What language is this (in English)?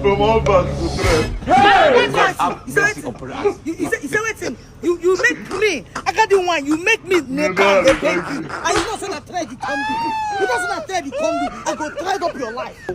Nigerian Pidgin